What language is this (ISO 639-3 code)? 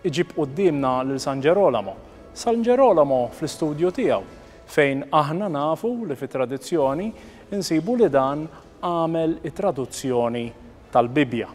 mlt